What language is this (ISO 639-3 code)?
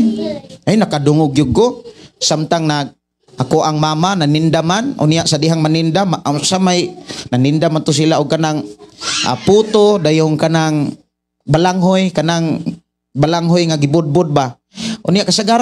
ceb